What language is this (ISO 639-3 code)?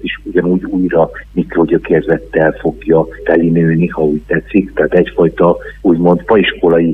hun